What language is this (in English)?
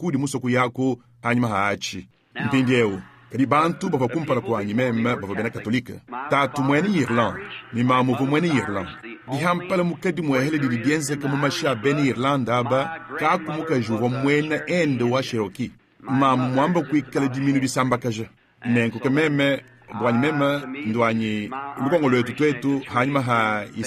Luba-Lulua